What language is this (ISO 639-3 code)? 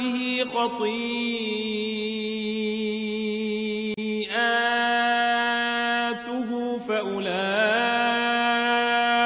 ara